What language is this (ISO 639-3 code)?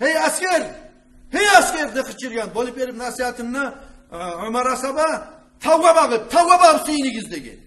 kum